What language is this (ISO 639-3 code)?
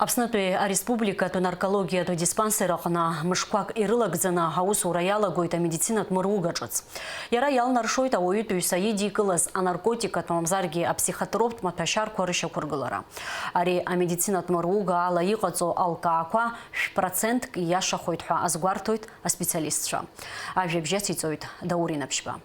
abk